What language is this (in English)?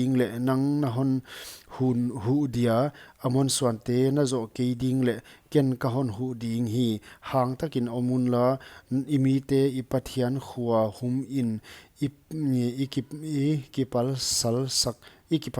Paite Chin